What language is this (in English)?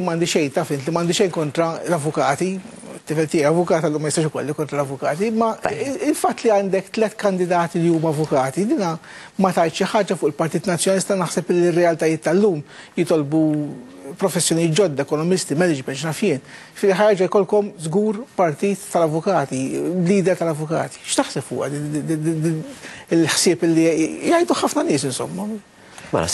Maltese